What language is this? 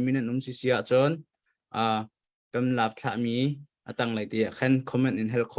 Hakha Chin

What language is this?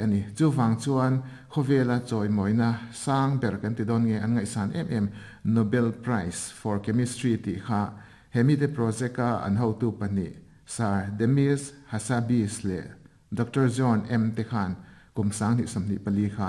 Mizo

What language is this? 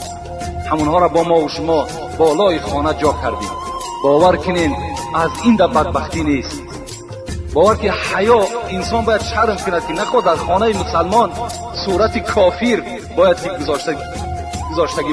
Tajik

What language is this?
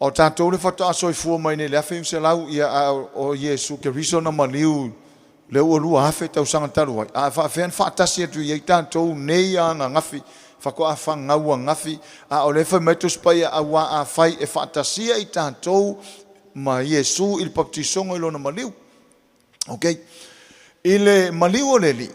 Samoan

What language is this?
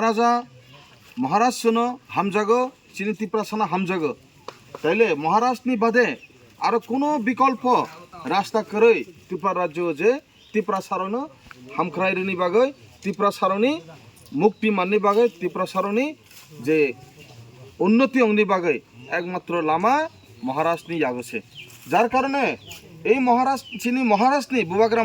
Kok Borok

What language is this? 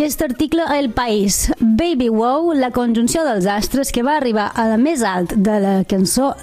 Catalan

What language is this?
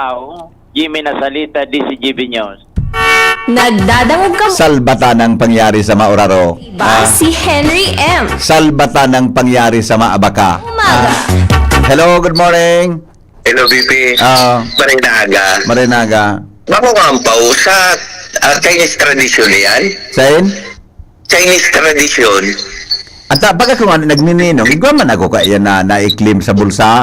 Bikol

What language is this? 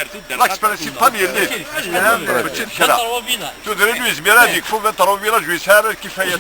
Kabyle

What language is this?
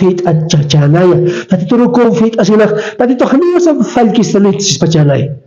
Aymara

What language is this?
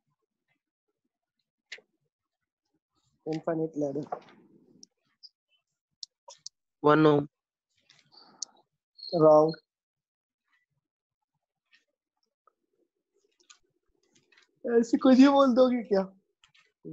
English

